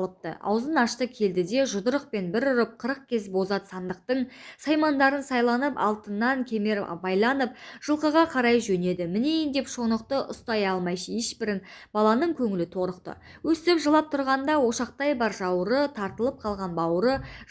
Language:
Kazakh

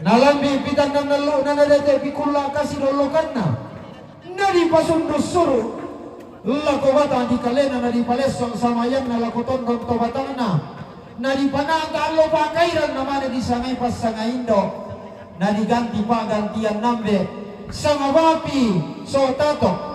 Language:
Toraja-Sa'dan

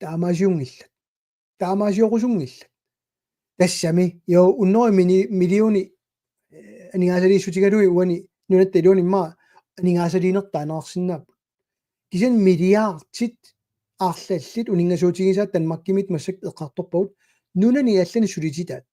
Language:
Kalaallisut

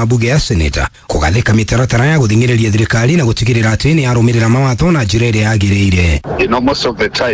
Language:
Kikuyu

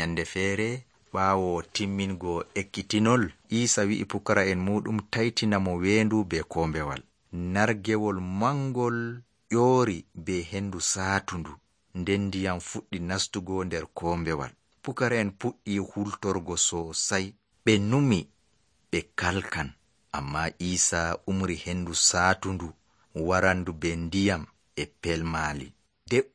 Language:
Nigerian Fulfulde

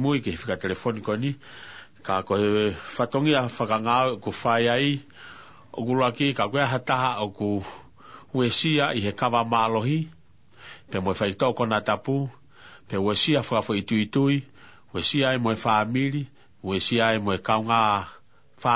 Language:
Tongan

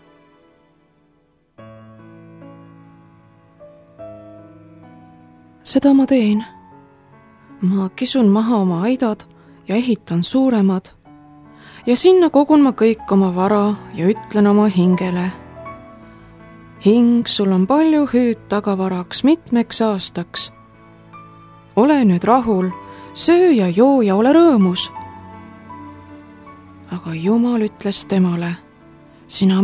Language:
Estonian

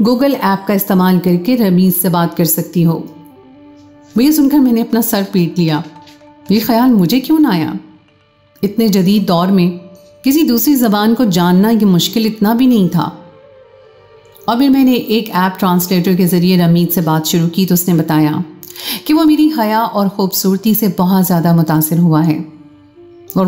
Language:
Urdu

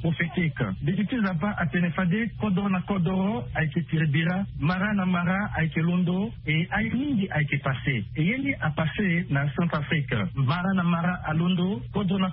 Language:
Sango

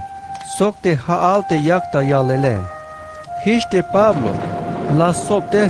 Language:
Tzeltal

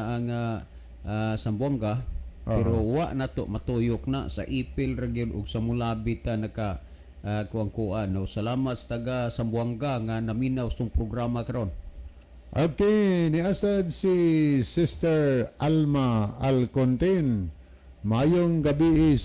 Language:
Cebuano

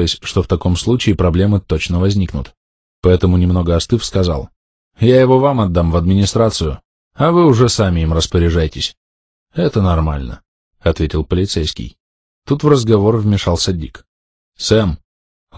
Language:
Russian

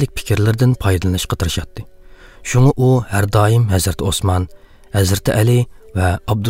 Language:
Uyghur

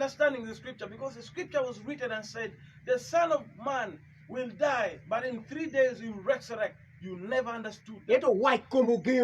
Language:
Acoli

